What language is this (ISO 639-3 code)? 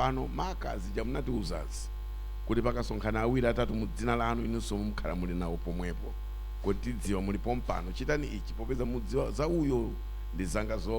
nya